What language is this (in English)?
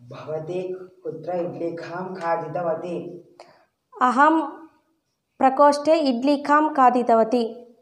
Sanskrit